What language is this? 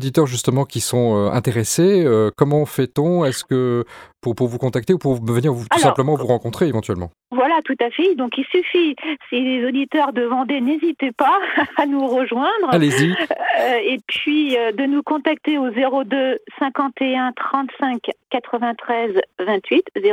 French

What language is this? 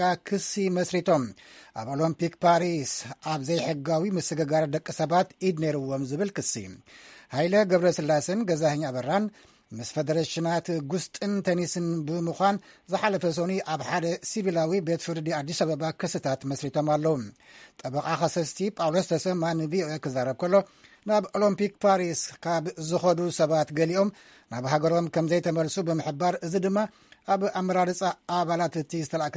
Tigrinya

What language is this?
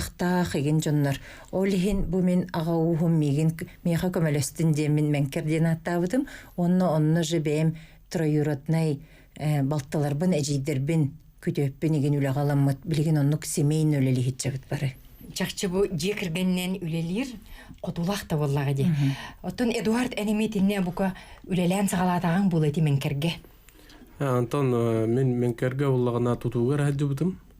Yakut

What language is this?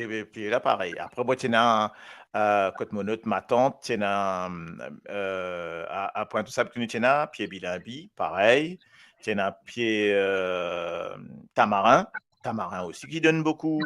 Morisyen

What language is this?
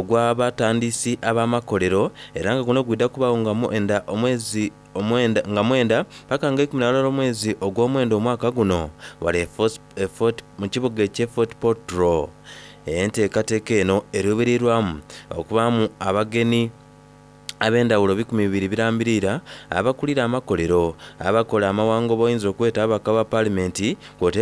Soga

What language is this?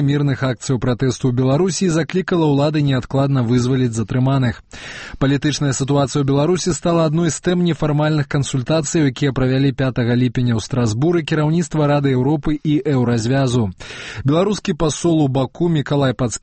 Belarusian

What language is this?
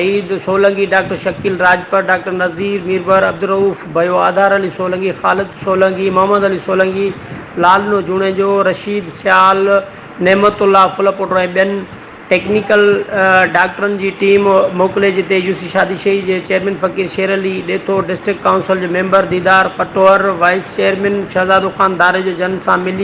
Sindhi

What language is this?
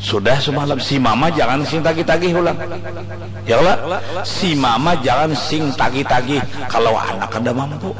Banjar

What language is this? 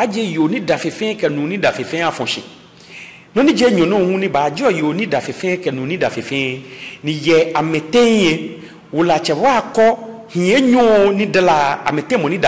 Ga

